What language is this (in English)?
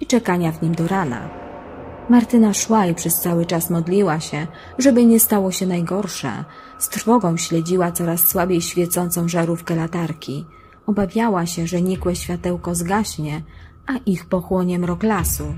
Polish